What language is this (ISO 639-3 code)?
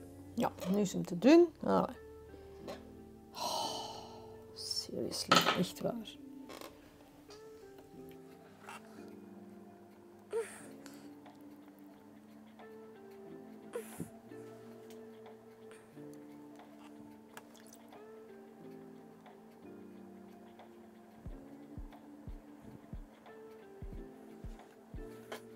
nld